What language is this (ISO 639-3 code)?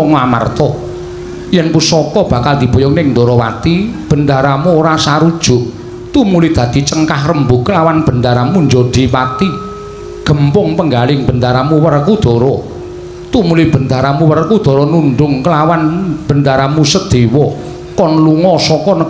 jav